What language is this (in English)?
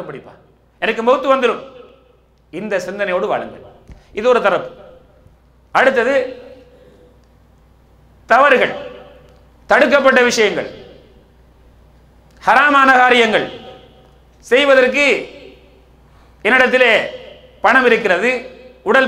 Tamil